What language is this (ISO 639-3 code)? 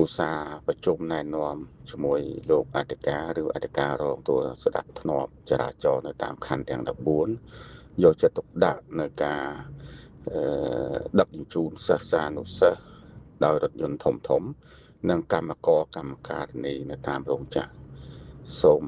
khm